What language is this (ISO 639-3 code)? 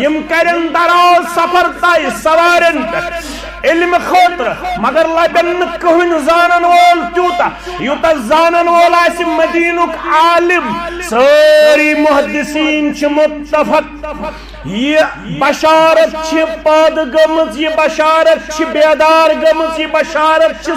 kas